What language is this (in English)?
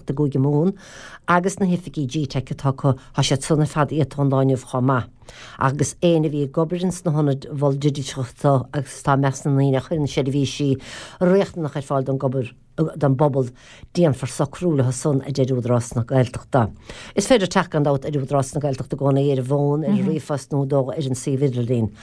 Irish